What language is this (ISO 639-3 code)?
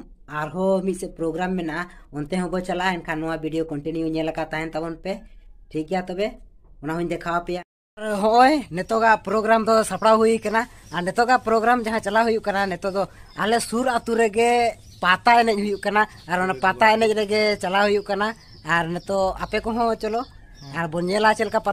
sat